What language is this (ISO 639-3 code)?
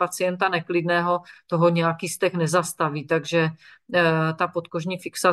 ces